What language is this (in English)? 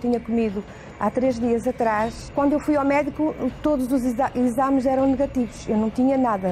Portuguese